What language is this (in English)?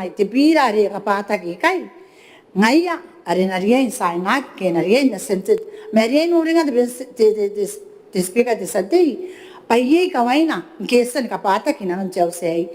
Gilbertese